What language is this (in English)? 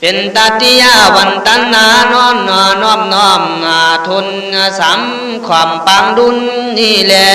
Khün